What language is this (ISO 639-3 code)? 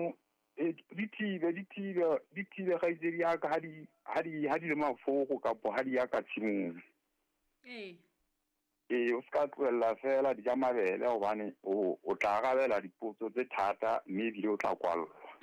sot